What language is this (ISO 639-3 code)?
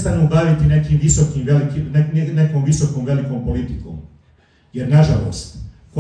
bos